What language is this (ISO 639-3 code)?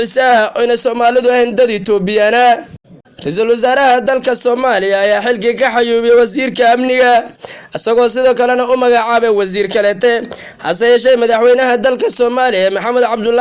som